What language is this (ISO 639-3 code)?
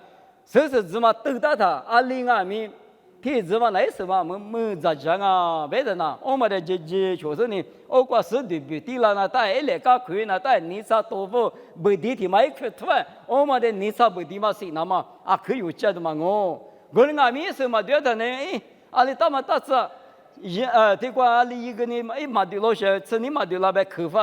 lis